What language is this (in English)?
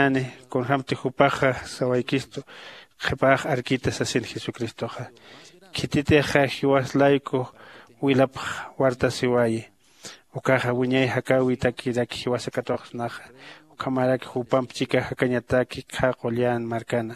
Aymara